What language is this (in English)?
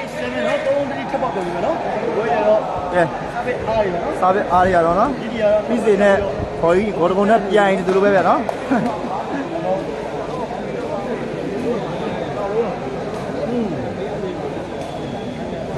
Burmese